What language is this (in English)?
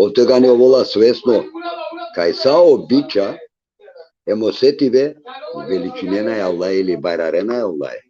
Balkan Romani